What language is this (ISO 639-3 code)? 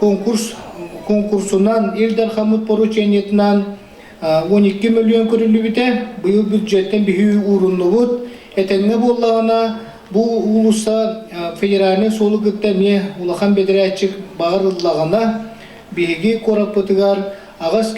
sah